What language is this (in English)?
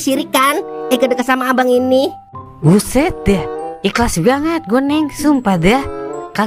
Betawi